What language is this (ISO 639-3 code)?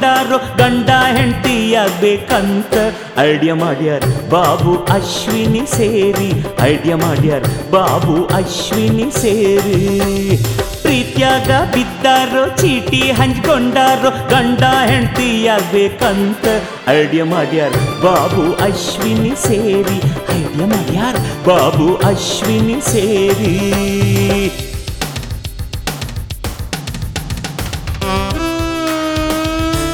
kan